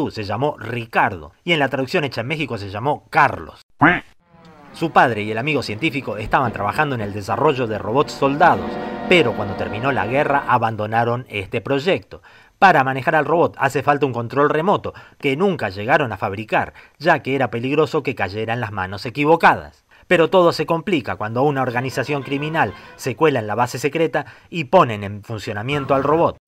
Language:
Spanish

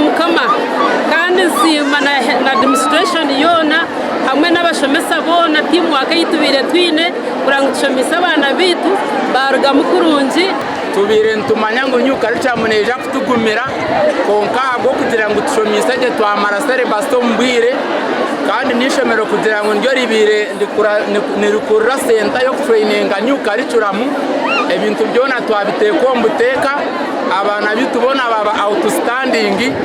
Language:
Nyankole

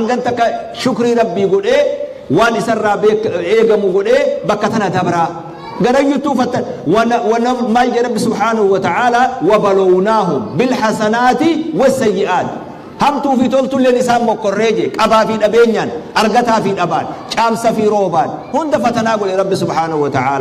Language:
Oromo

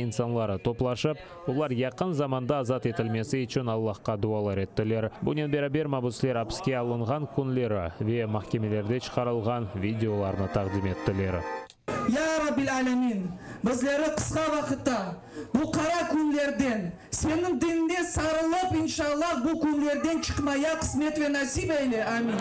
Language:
Crimean Tatar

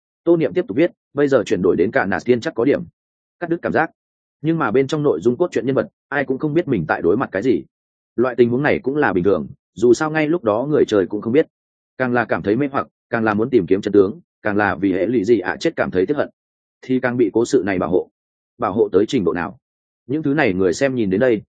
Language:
Vietnamese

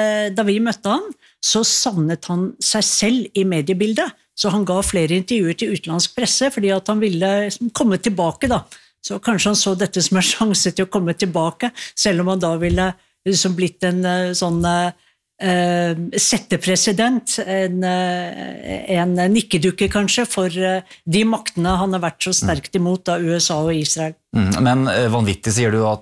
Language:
Norwegian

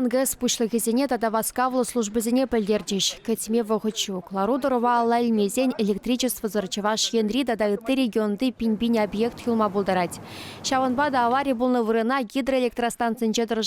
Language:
Chuvash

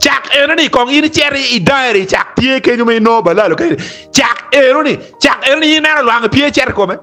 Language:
Acoli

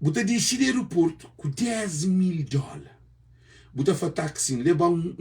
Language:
Kabuverdianu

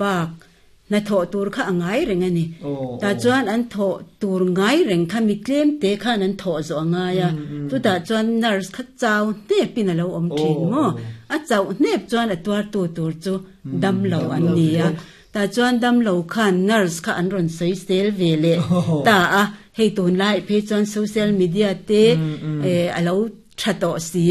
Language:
Mizo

